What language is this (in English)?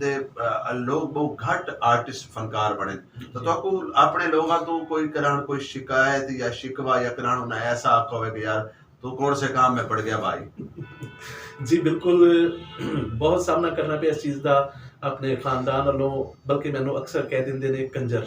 Western Panjabi